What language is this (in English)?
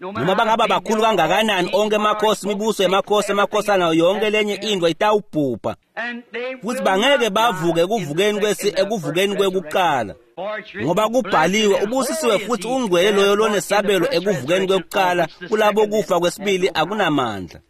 Swati